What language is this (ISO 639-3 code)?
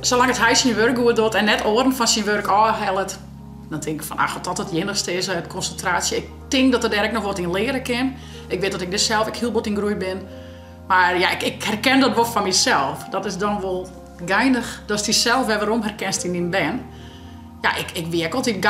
fry